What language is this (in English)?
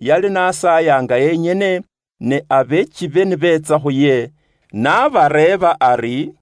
Luyia